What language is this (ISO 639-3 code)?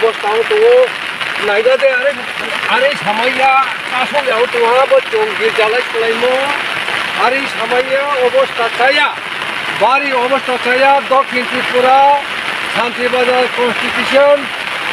ria